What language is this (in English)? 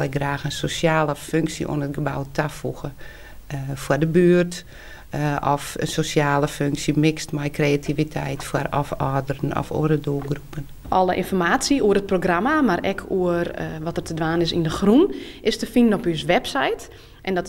Western Frisian